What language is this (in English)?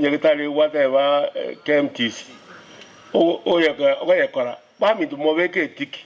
Gusii